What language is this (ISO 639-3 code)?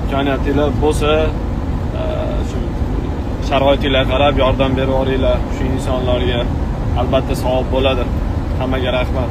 uzb